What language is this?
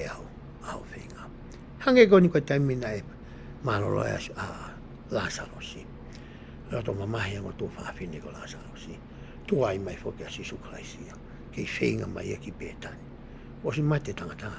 Tongan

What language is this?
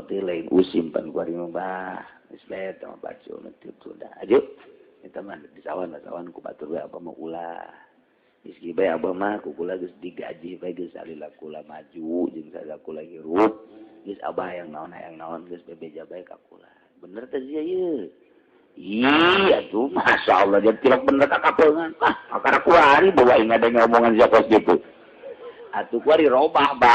Sundanese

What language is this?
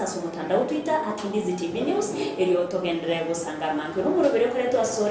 Gusii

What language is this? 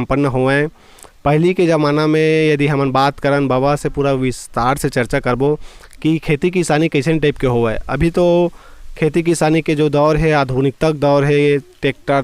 Chhattisgarhi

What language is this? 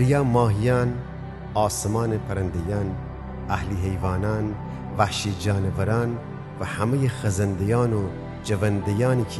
Gilaki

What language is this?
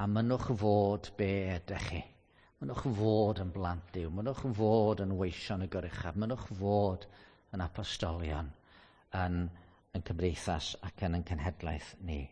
Welsh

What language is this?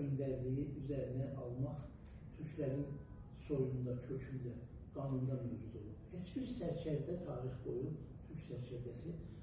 Azerbaijani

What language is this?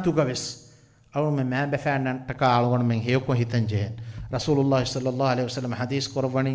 Divehi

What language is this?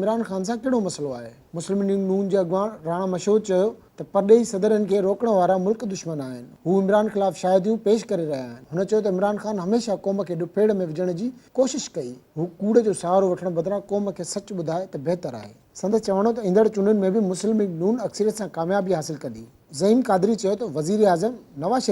Sindhi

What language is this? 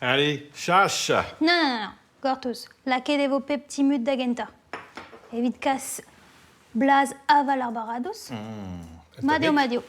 Breton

